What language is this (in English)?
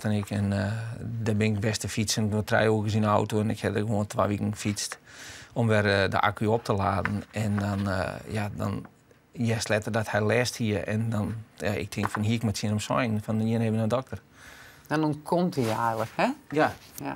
Western Frisian